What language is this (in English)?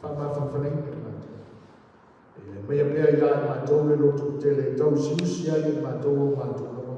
Samoan